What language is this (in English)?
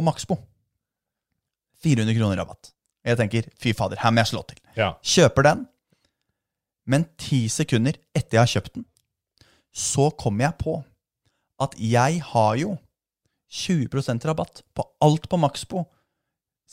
Norwegian